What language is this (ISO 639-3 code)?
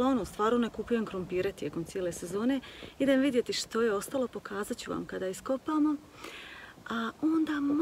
hrv